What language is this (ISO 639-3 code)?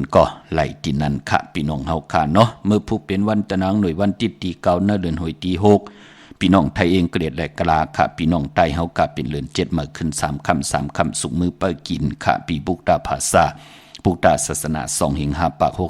shn